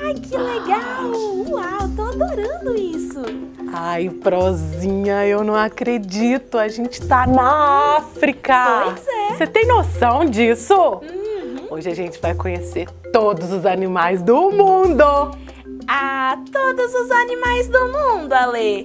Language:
Portuguese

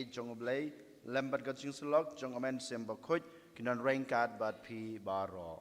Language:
Khasi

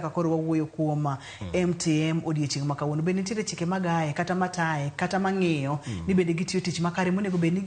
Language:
Luo (Kenya and Tanzania)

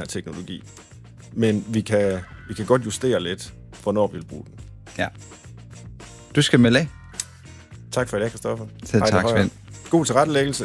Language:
Danish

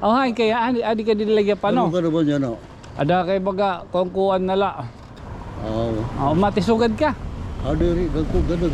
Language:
Waray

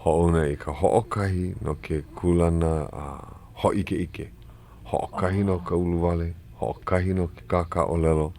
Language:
Hawaiian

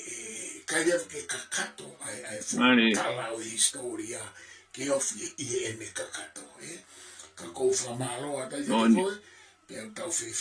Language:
Tongan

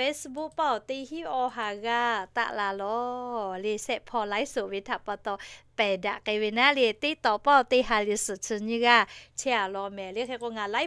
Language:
Lahu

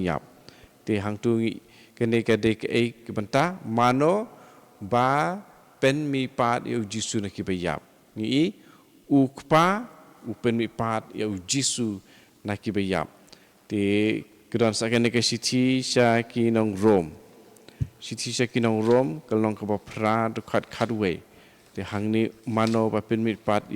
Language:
Khasi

